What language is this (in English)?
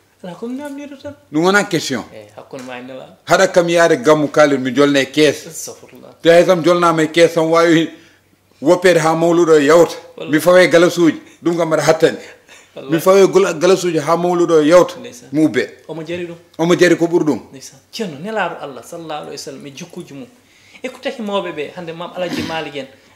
Fula